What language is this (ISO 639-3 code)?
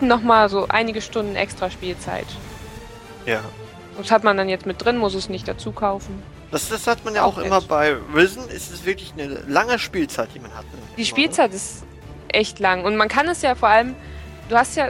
deu